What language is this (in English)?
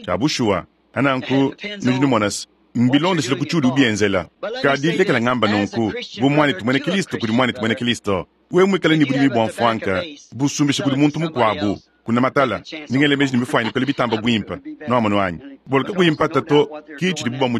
Luba-Lulua